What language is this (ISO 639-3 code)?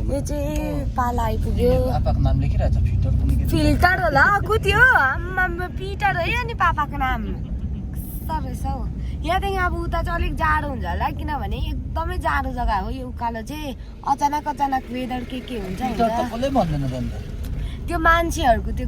nep